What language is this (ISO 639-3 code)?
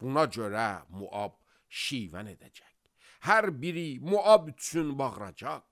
aze